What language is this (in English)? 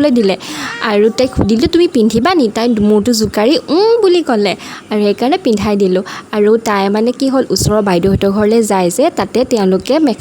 Assamese